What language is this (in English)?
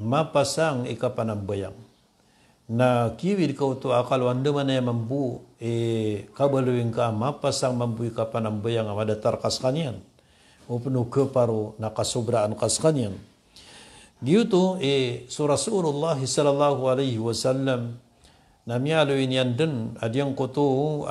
Maranao